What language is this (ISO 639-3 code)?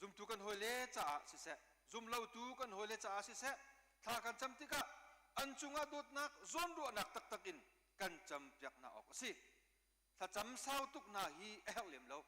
cnh